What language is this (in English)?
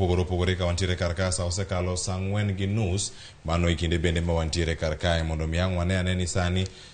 Luo (Kenya and Tanzania)